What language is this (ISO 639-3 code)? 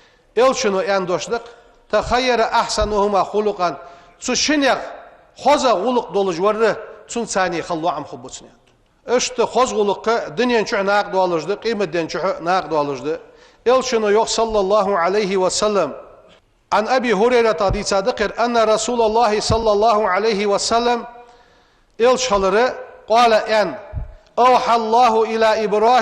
inh